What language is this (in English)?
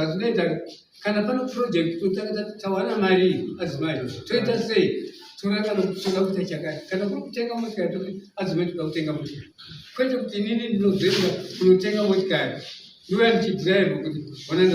Shona